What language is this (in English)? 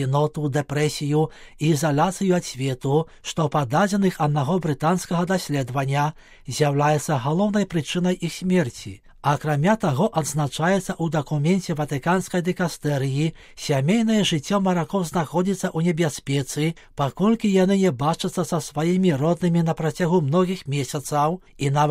Belarusian